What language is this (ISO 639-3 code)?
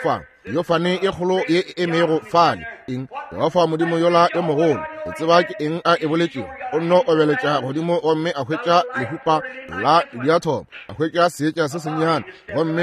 nso